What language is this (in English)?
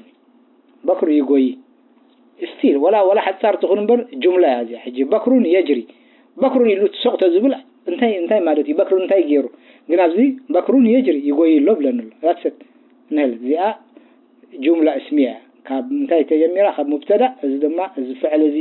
Tigrinya